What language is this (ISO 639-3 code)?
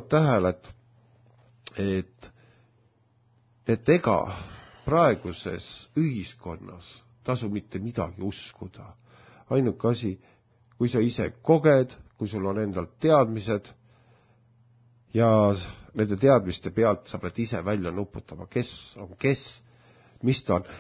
est